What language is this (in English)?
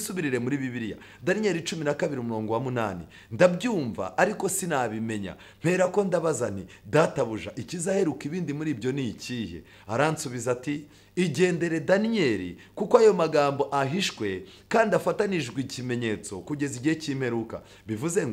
Kinyarwanda